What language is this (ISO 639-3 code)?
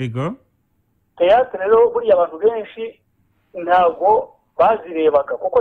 kin